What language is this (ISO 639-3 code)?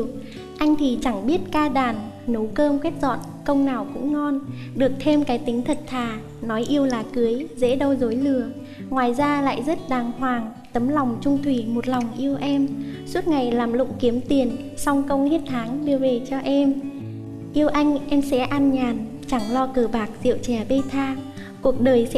vie